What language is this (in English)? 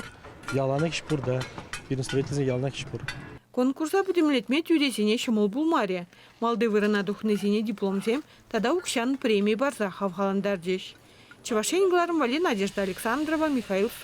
Chuvash